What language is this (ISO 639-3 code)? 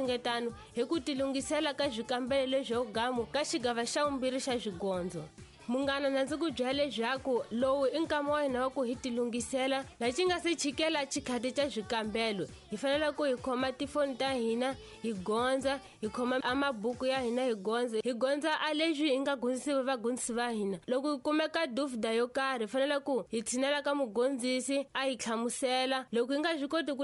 tso